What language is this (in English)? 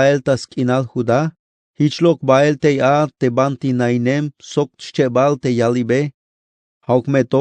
Tzeltal